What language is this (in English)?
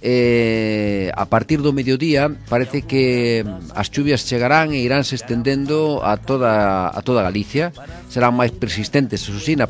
Galician